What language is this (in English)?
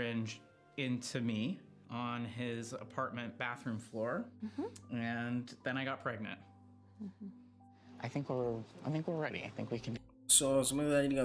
Nyanja